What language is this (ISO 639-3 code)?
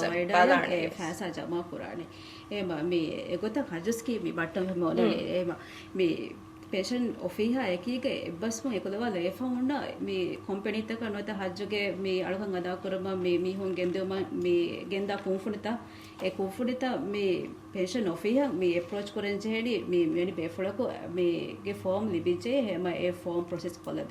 div